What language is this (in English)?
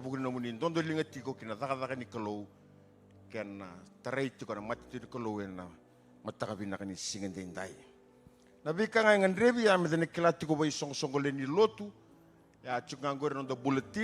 Fijian